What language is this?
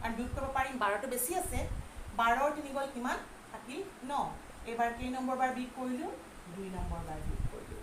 Assamese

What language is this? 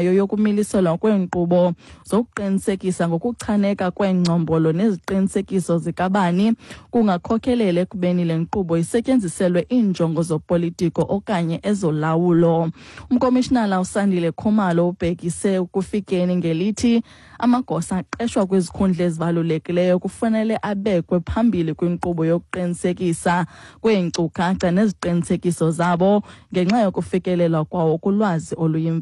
Xhosa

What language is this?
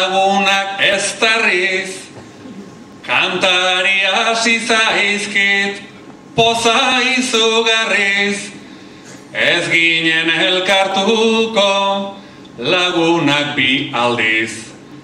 Basque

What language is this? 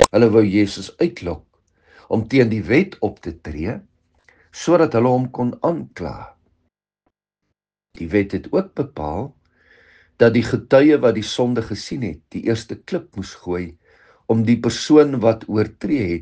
Afrikaans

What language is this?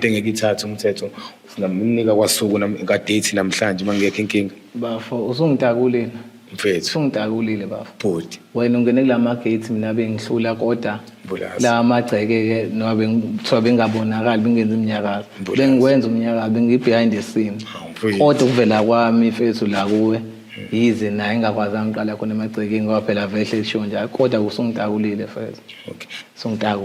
Zulu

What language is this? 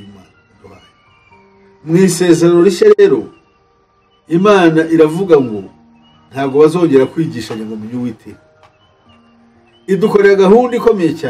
Kinyarwanda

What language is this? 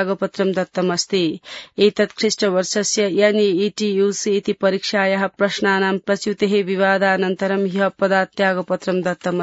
Sanskrit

